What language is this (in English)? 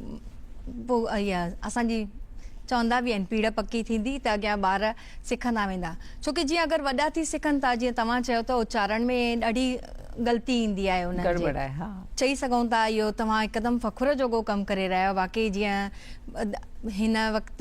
Sindhi